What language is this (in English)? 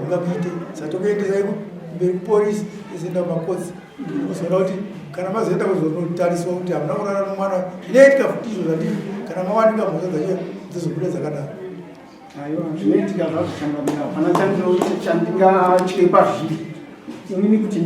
Shona